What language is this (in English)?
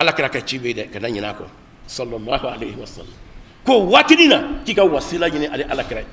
Bambara